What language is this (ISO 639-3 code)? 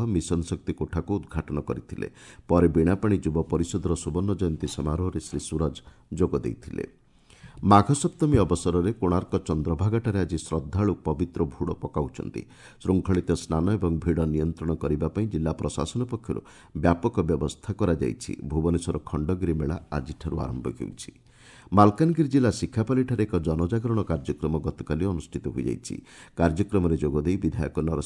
ori